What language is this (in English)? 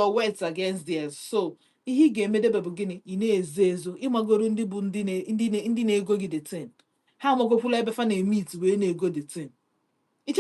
Igbo